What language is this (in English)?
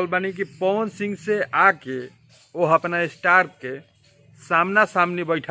Bhojpuri